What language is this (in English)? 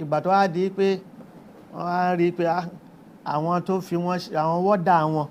Yoruba